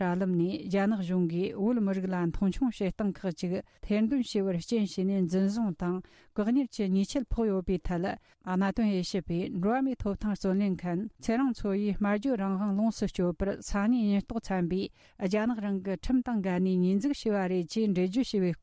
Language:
Tibetan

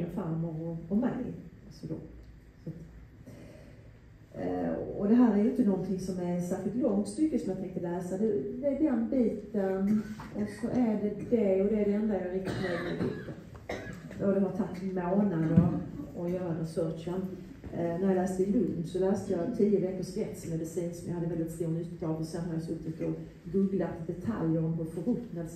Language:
Swedish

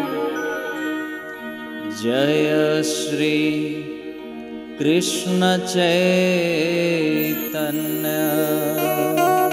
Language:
Gujarati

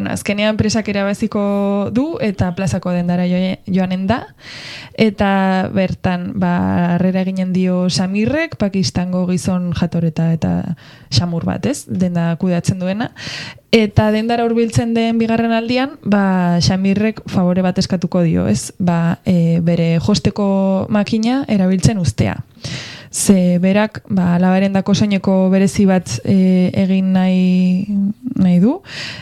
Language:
Basque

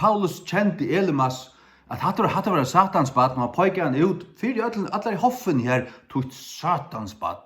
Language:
Faroese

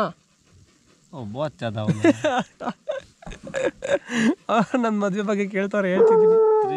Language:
Kannada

